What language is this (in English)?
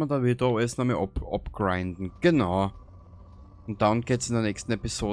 Bavarian